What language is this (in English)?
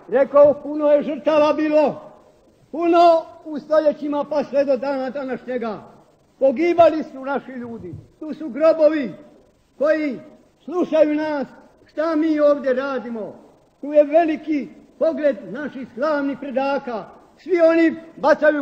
Croatian